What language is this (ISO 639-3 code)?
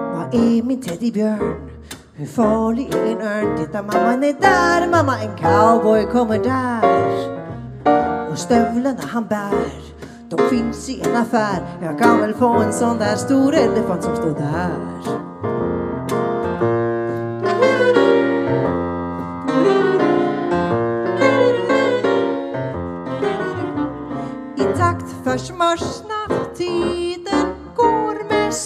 swe